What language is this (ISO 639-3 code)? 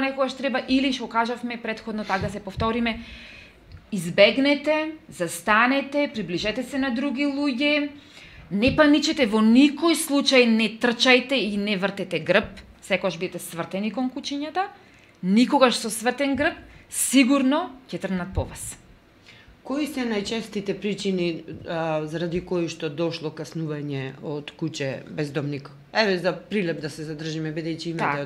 mkd